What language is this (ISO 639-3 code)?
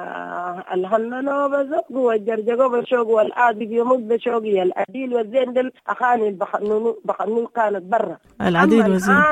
apd